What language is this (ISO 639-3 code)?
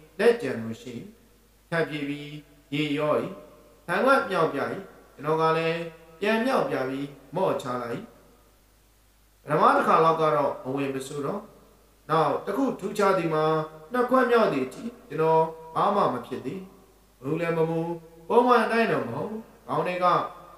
mya